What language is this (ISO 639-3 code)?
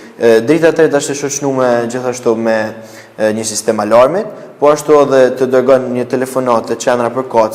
sqi